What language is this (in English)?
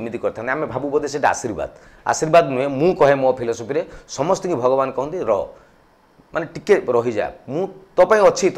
Odia